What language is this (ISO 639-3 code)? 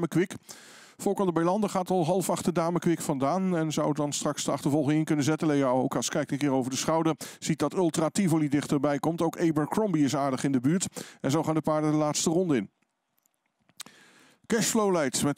nld